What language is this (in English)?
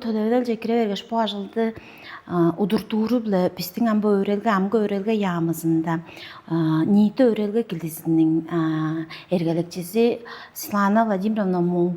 Tuvinian